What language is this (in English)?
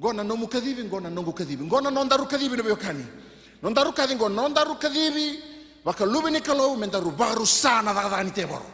Fijian